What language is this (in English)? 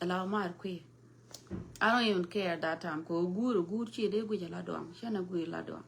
Nuer